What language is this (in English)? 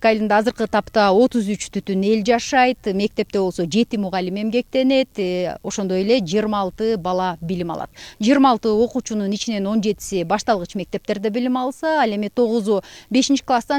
Kyrgyz